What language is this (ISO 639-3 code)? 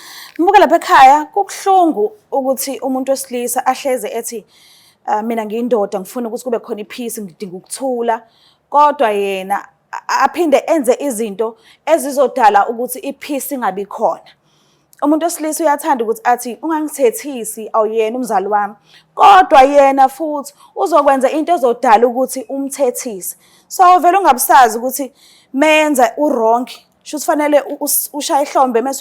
zul